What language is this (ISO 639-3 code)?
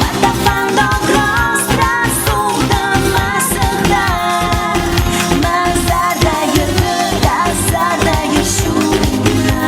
oss